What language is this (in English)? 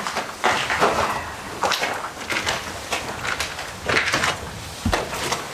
Greek